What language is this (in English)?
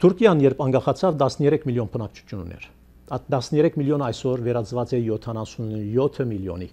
Armenian